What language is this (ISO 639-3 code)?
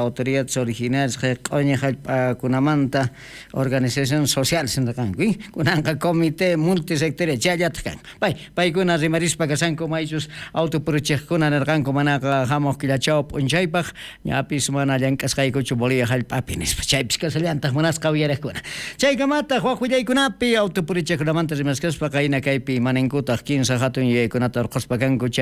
quh